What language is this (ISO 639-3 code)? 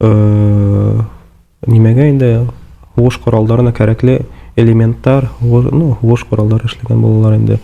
bak